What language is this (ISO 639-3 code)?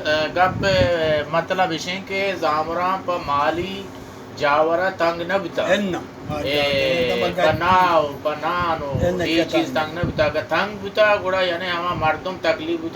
bal